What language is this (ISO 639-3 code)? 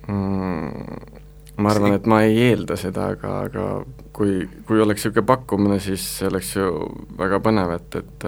est